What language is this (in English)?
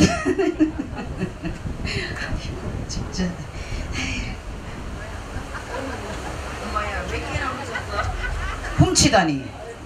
Korean